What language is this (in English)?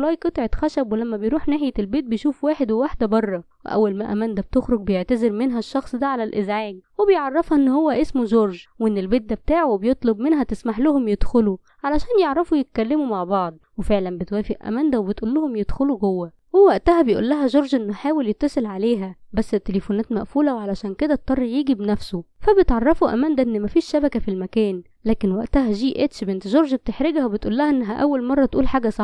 Egyptian Arabic